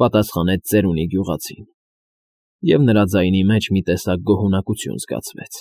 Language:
Armenian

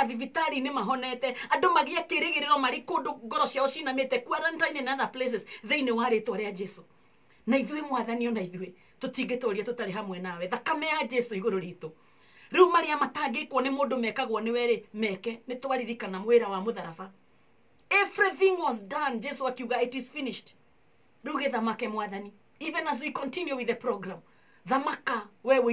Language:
Kikuyu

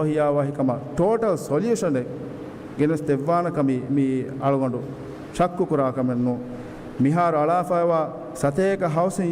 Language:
Divehi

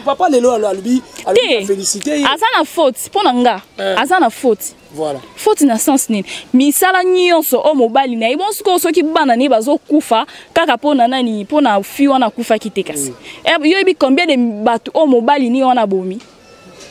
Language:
Lingala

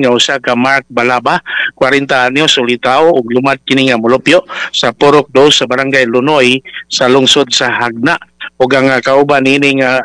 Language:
Cebuano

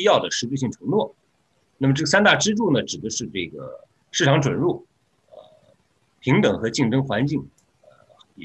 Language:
Chinese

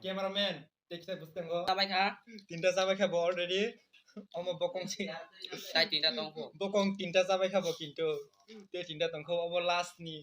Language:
Kok Borok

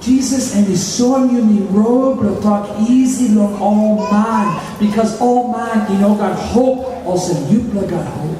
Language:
Tok Pisin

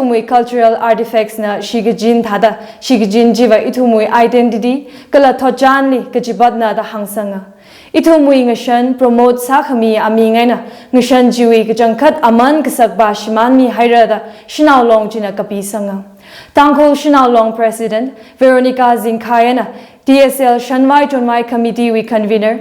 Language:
Tangkhul Naga (India)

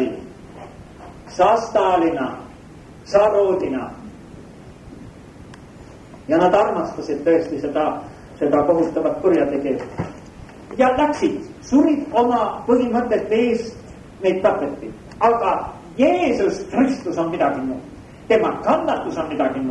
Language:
Estonian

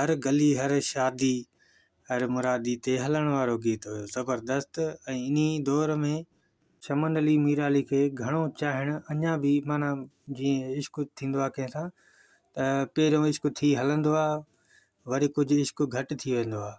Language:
Sindhi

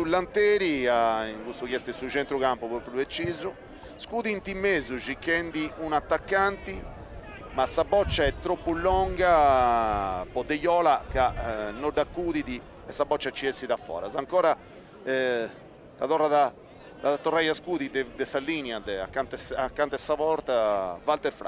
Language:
Sardinian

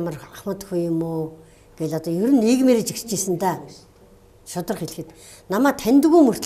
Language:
Mongolian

